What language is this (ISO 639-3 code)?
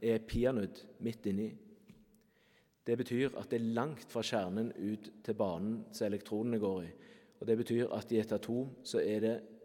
nor